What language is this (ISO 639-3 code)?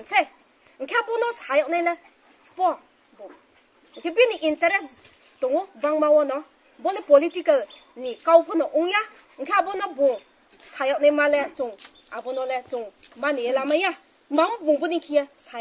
ria